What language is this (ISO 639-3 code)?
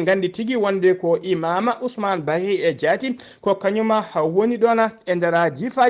ful